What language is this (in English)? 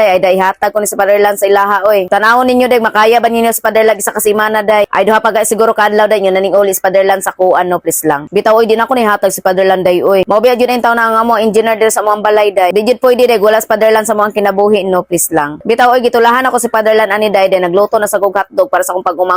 Cebuano